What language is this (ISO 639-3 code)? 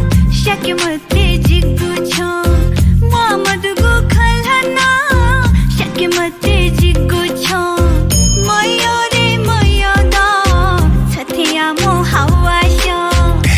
new